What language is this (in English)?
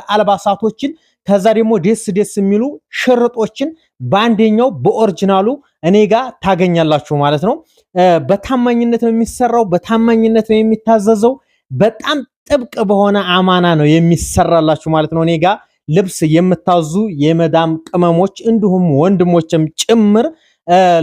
Amharic